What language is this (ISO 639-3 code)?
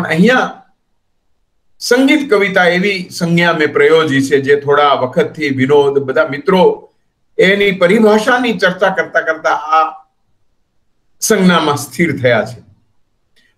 guj